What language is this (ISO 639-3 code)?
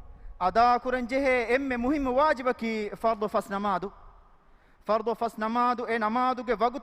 div